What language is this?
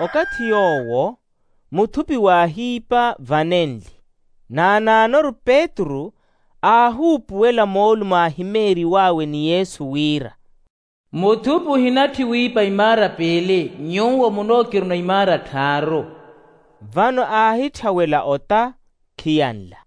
Makhuwa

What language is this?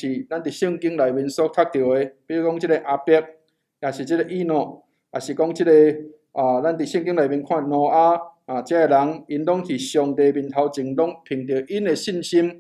Min Nan Chinese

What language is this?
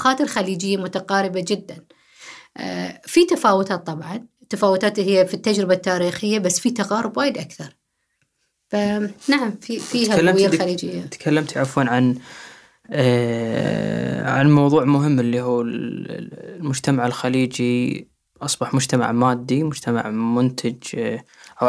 Gulf Arabic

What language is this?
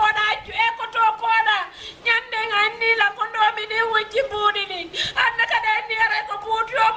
Fula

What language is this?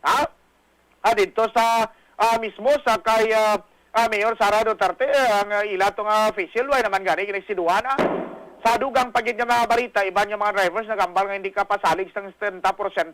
Hiligaynon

